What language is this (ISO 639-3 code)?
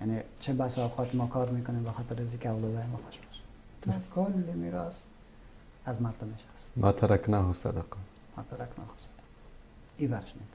fas